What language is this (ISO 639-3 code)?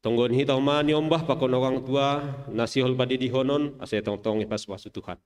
bts